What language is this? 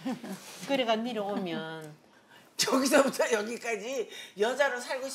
Korean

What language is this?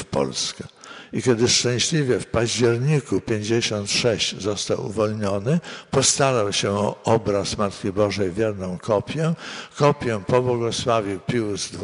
Polish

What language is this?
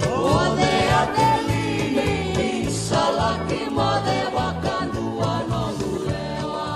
Fijian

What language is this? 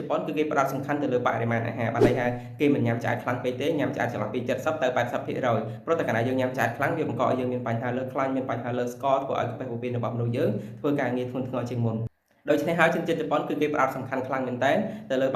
Khmer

